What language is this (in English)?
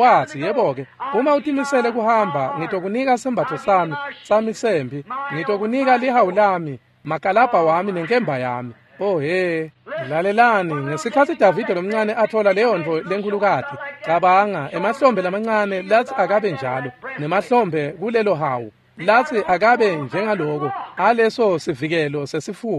Swati